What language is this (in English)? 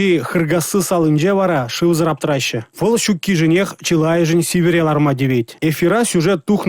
Chuvash